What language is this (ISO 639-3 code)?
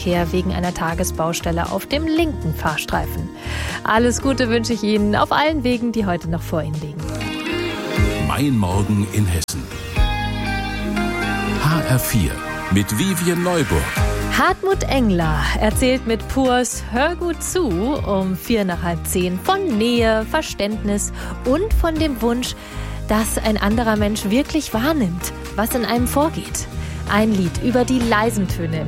deu